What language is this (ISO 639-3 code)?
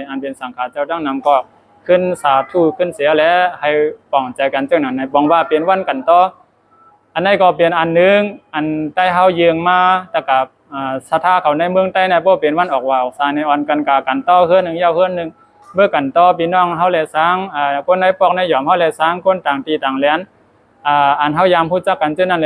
shn